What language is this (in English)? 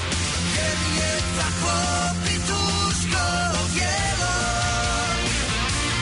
Croatian